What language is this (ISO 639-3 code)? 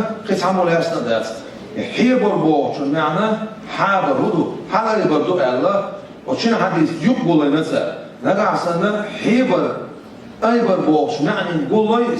che